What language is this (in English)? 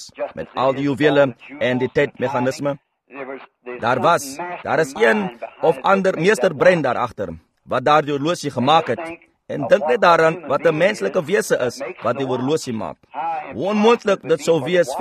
Afrikaans